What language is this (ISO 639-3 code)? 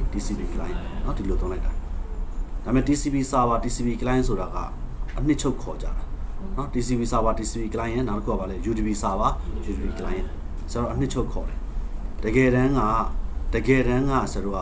mya